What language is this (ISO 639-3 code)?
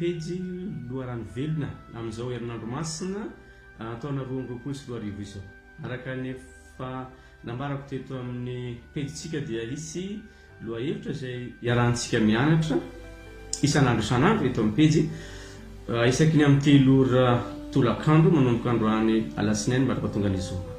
mlg